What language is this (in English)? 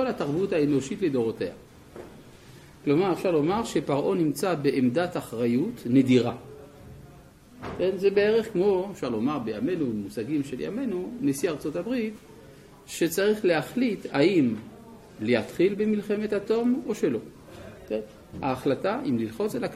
Hebrew